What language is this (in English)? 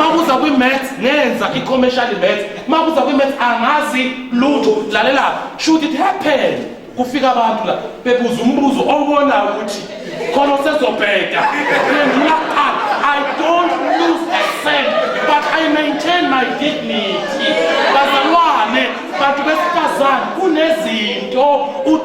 Zulu